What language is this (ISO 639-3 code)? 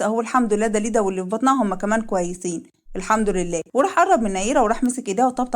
arz